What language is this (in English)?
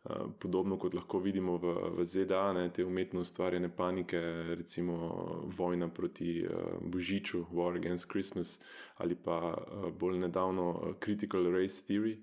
Slovenian